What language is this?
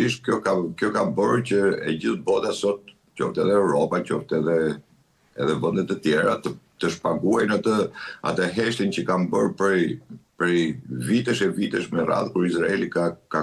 Albanian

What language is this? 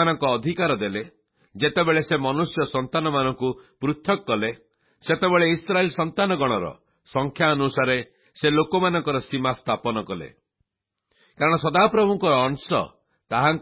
Odia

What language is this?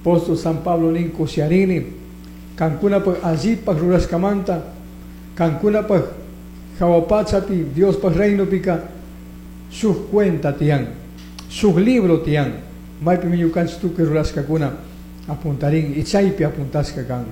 Chimborazo Highland Quichua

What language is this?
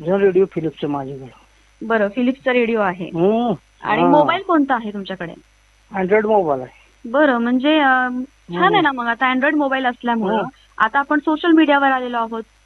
Marathi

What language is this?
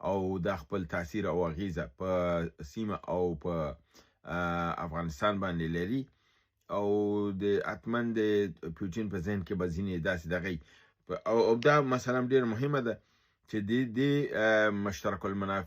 Pashto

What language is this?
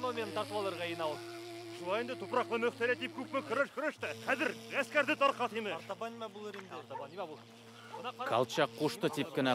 Bashkir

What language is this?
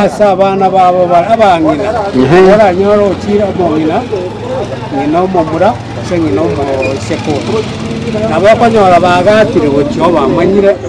Gusii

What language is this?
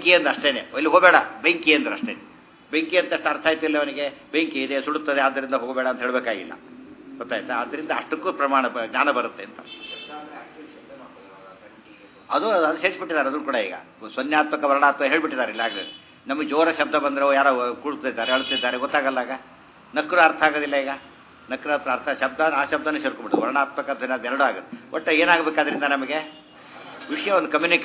Kannada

